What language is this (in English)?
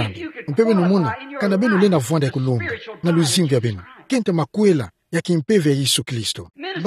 Kituba (Democratic Republic of Congo)